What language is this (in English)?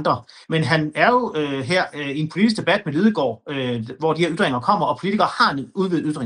Danish